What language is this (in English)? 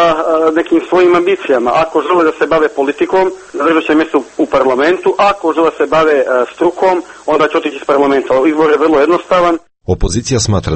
Croatian